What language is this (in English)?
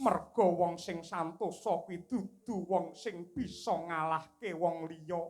Javanese